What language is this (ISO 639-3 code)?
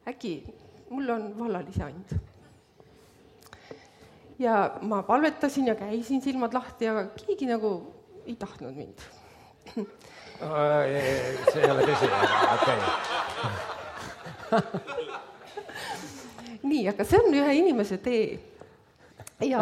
est